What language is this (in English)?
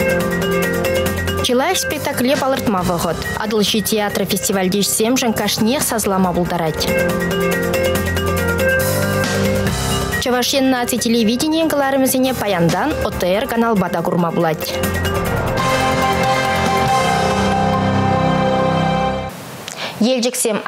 Chuvash